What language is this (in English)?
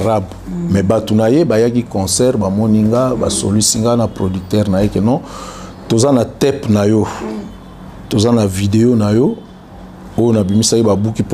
Lingala